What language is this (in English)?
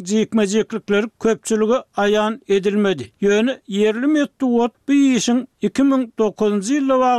Turkmen